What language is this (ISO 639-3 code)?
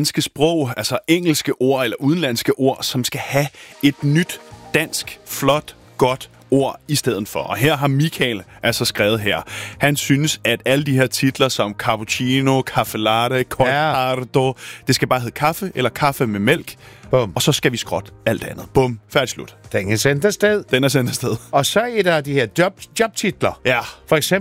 dan